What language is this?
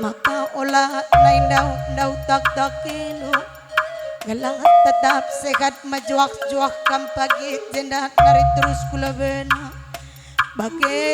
Batak Karo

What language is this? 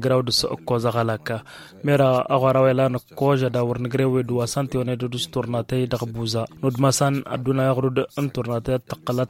Tamasheq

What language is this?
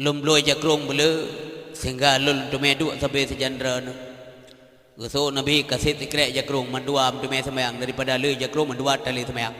Achinese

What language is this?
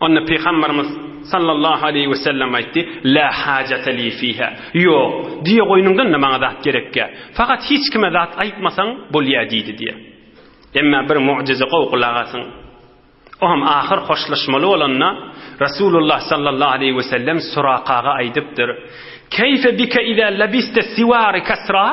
Turkmen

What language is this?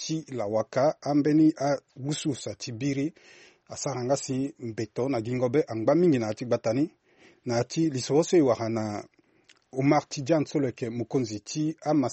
Sango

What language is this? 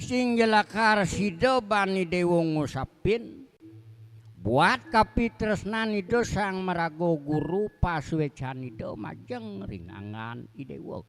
Balinese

